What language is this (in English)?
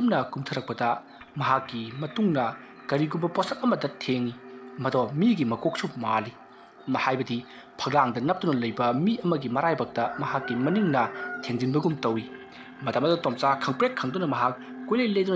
Manipuri